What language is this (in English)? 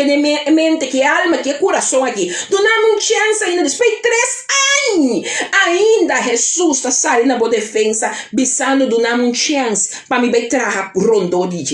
Papiamento